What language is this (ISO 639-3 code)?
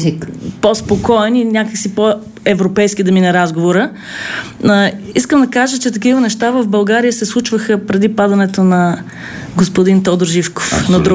bul